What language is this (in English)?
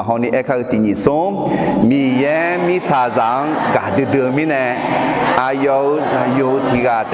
Akha